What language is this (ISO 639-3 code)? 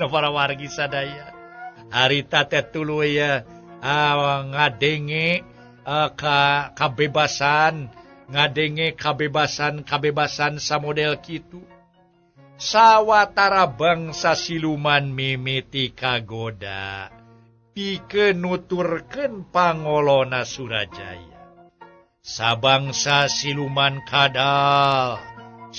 sun